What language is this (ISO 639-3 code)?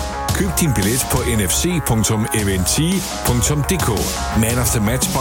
dan